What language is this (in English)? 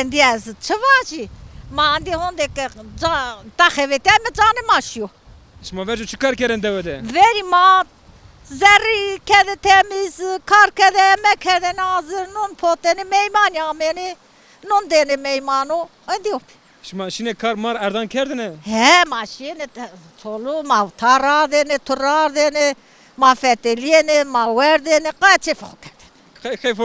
Zaza